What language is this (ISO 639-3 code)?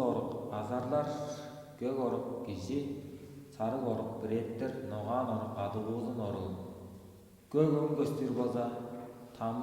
tyv